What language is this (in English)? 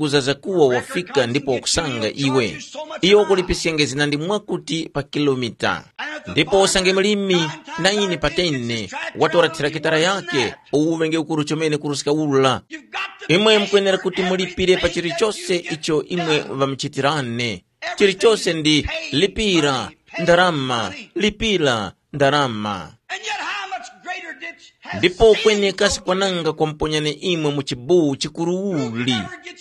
Tumbuka